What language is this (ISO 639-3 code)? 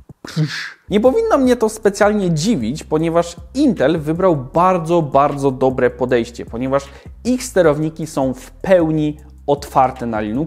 pol